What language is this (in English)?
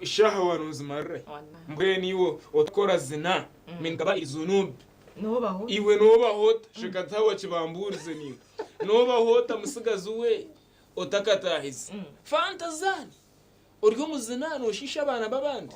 Nyankole